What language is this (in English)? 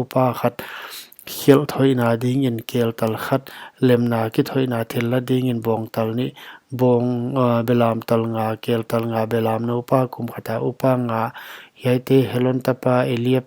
Paite Chin